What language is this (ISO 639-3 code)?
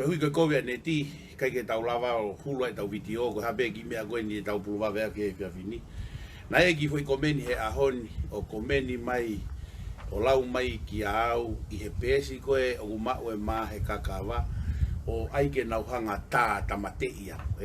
ton